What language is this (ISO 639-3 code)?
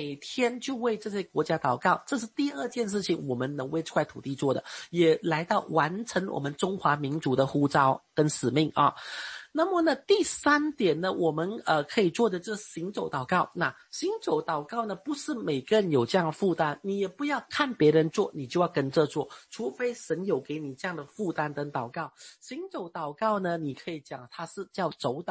zho